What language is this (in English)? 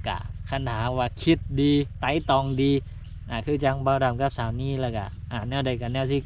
Lao